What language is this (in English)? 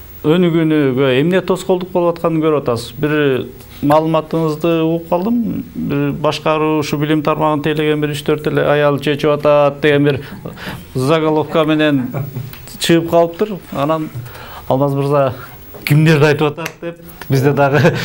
Kyrgyz